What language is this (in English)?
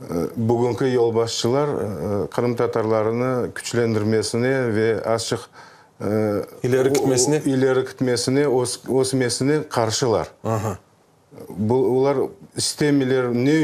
Crimean Tatar